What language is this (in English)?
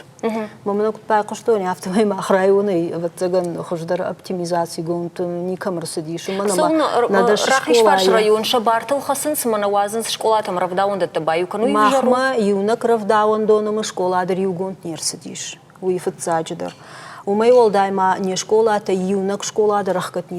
Ossetic